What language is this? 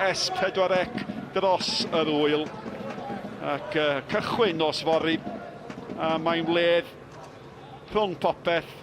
Welsh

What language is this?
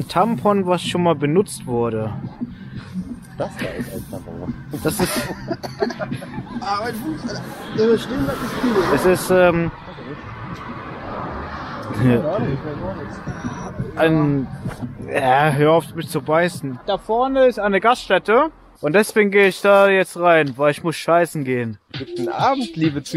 German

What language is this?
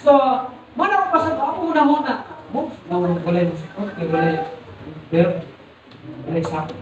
Cebuano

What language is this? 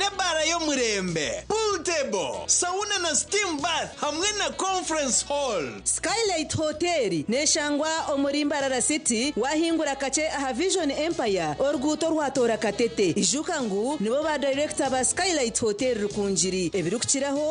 Nyankole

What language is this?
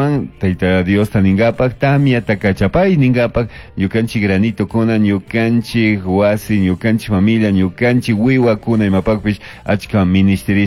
Chimborazo Highland Quichua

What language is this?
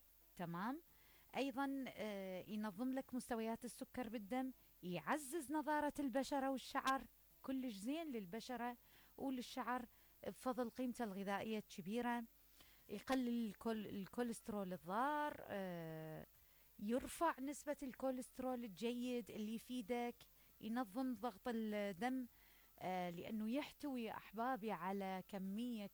Mesopotamian Arabic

